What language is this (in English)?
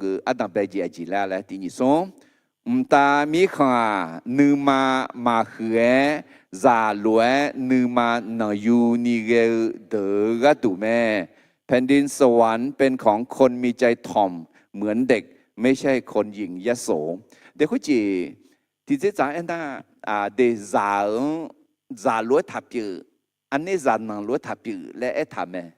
Akha